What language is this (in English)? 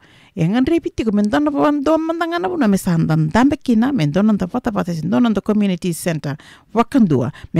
Fijian